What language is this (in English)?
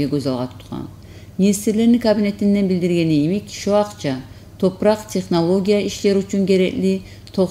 Kumyk